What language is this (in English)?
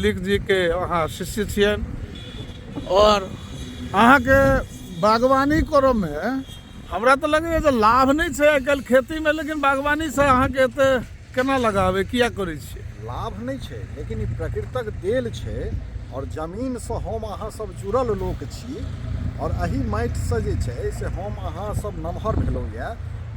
Maithili